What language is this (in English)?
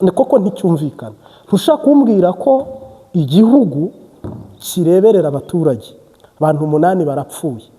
Kinyarwanda